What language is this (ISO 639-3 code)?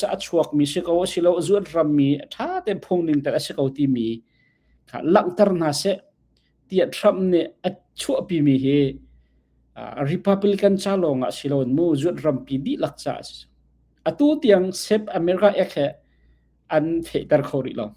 cnh